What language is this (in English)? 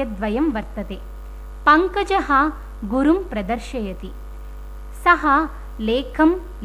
Sanskrit